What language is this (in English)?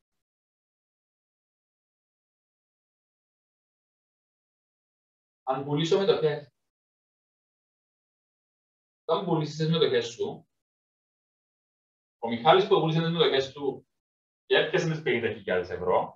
Greek